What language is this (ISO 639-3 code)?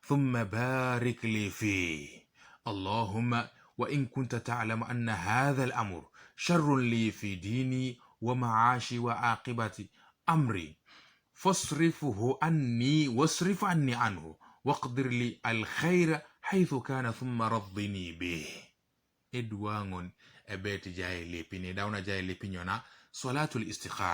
teo